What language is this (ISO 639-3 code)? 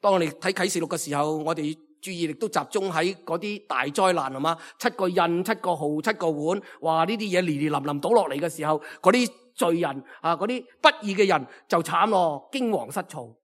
yue